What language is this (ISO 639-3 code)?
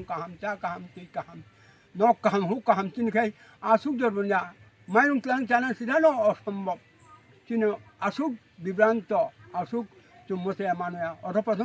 trp